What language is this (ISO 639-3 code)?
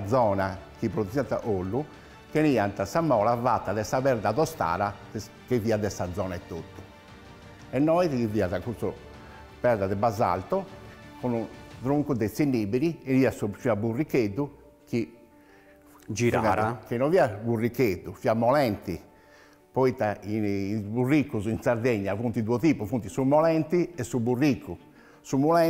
srd